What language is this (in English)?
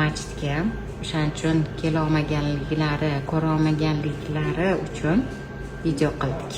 Uzbek